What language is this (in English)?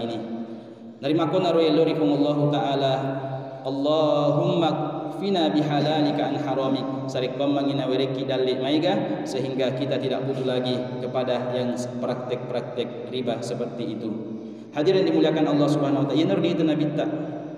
Buginese